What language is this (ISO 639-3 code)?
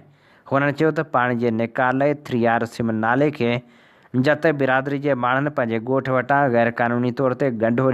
snd